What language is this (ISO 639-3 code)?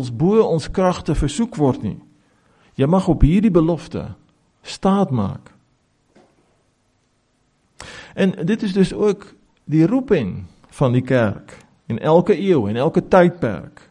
afr